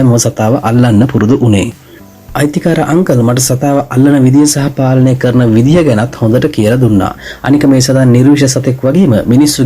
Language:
Sinhala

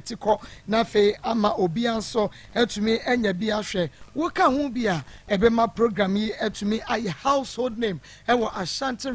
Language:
Akan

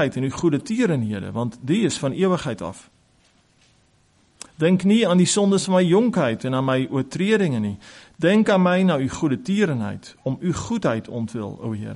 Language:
Afrikaans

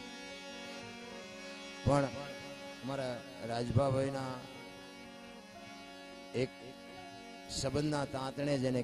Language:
Gujarati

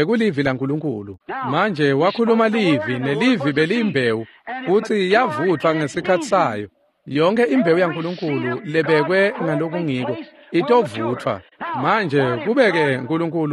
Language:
Swati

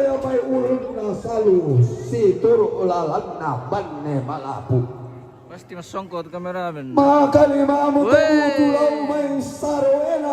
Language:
Toraja-Sa'dan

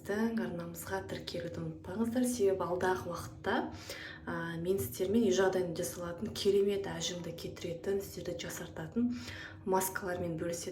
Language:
Kazakh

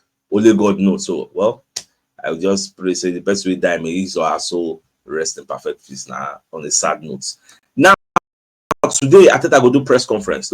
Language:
Nigerian Pidgin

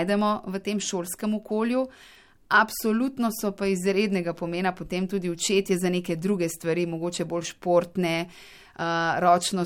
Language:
Slovenian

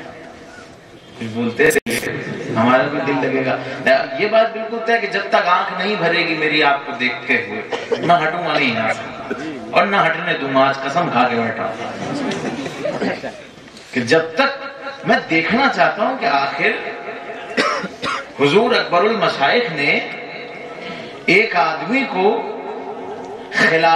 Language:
Urdu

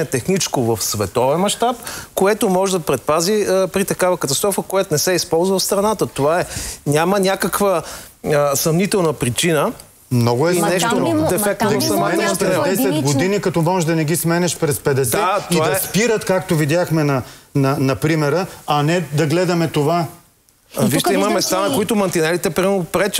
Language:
Bulgarian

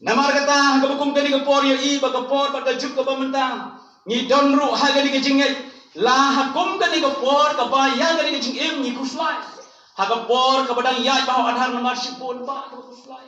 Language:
Khasi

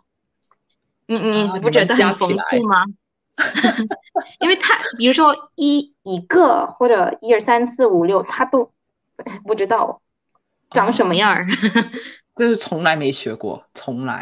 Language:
Chinese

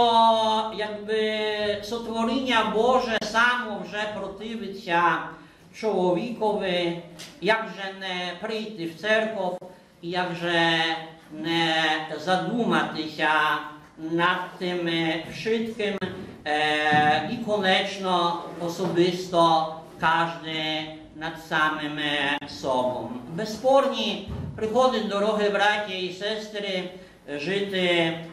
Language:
Rusyn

